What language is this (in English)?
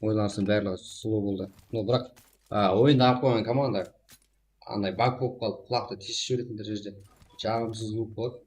Kara-Kalpak